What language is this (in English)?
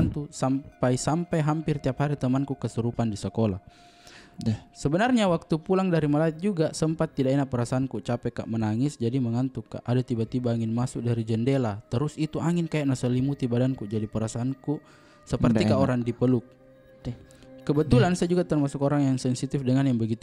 Makassar Malay